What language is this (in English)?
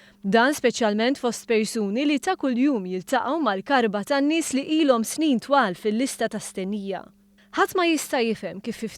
Maltese